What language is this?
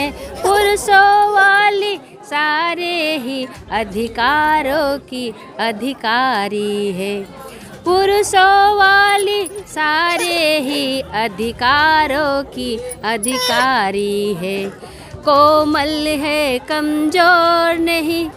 Sadri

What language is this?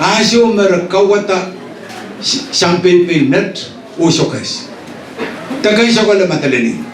Pohnpeian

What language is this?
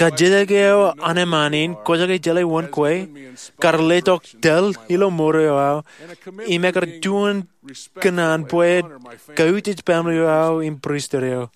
Marshallese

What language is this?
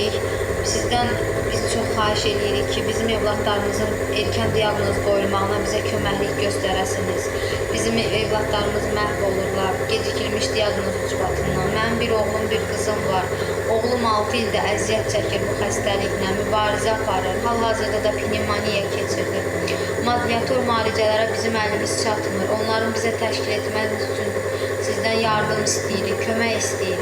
Azerbaijani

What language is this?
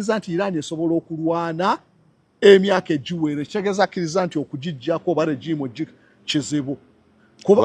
Ganda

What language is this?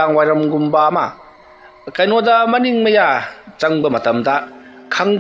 Manipuri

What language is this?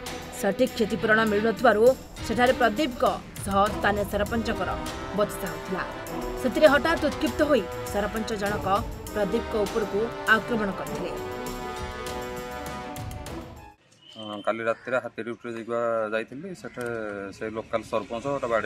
Odia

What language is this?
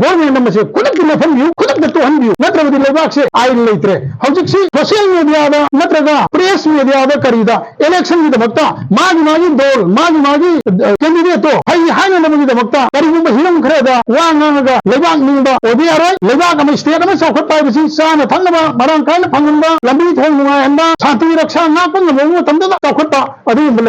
Manipuri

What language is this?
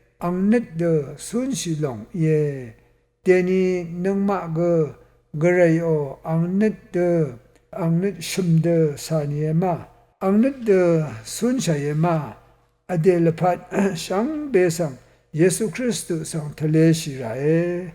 Rawang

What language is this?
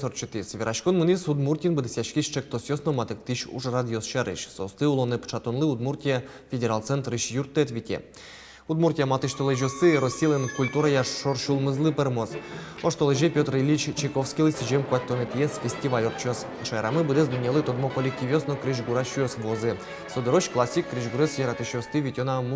Udmurt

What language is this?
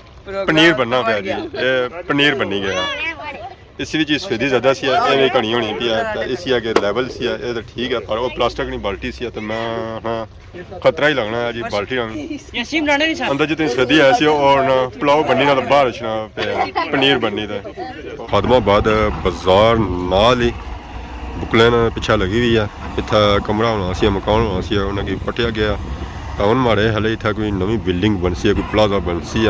Pahari-Potwari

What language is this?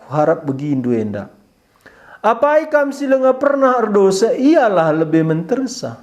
Batak Karo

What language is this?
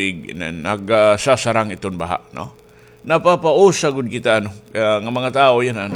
Waray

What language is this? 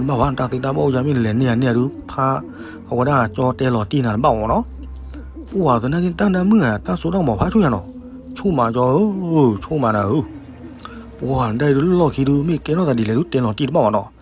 S'gaw Karen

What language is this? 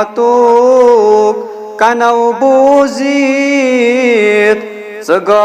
Kashmiri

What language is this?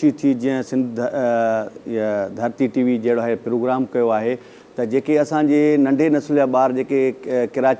Sindhi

